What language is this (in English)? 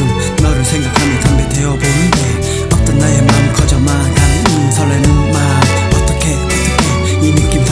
Korean